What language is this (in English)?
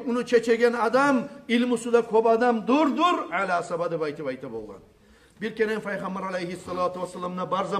Kumyk